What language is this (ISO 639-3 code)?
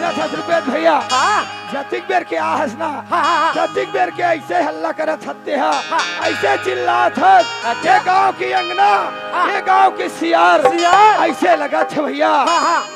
hne